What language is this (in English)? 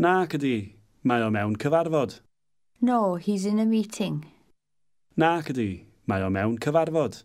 Welsh